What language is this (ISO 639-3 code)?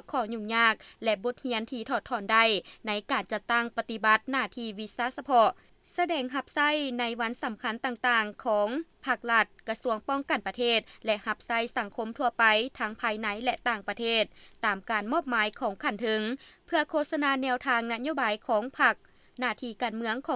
lao